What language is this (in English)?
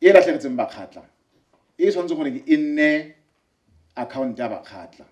Tswana